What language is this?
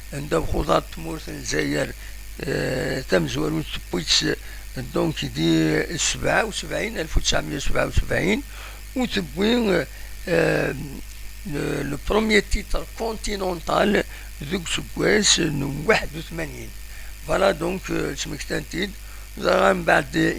Kabyle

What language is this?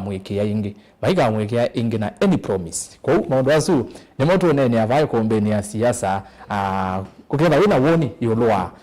Kamba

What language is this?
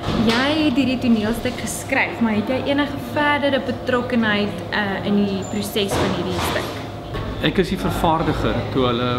Afrikaans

